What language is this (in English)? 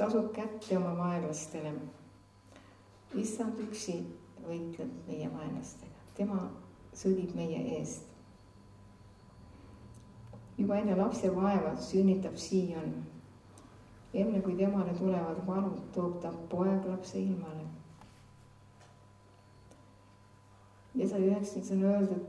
Estonian